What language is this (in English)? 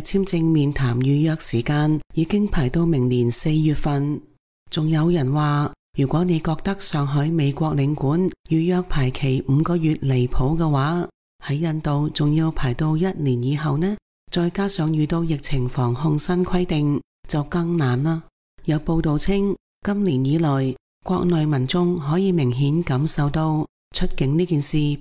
Cantonese